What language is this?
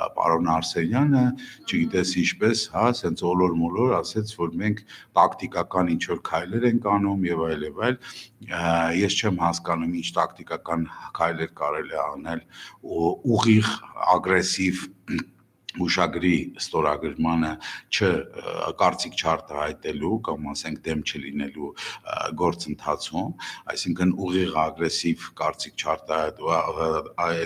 Armenian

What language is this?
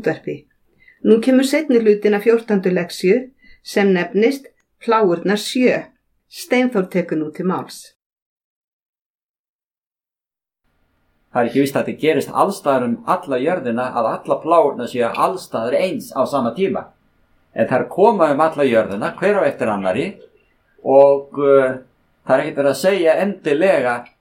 Icelandic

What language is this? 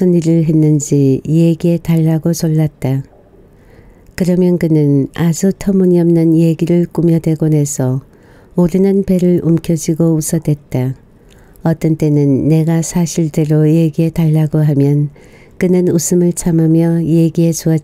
Korean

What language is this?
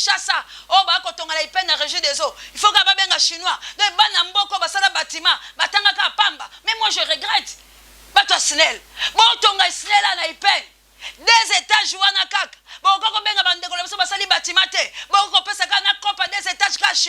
Lingala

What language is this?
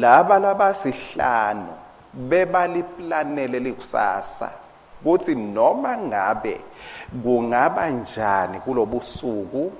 Swati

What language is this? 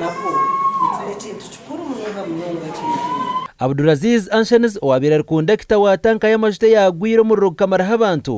Nyankole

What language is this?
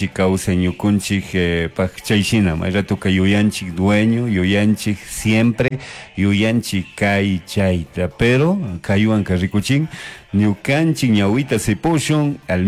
Chimborazo Highland Quichua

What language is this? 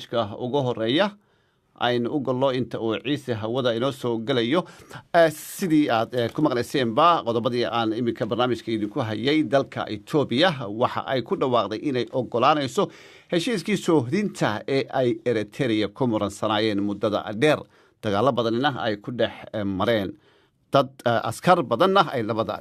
Somali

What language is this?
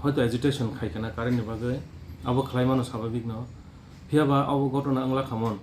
Kok Borok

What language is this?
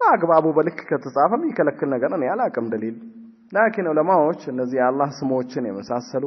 Amharic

